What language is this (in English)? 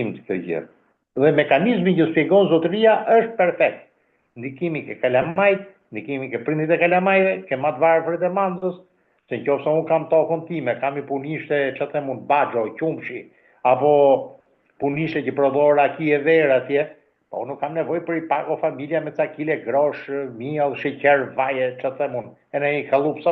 Albanian